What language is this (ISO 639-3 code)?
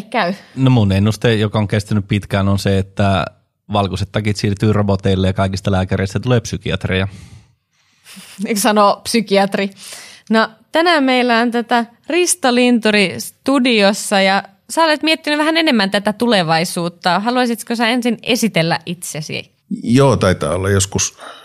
fin